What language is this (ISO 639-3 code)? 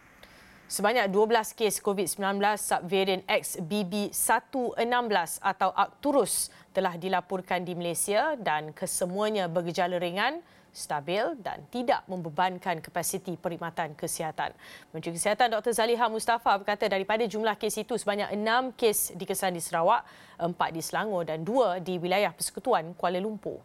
msa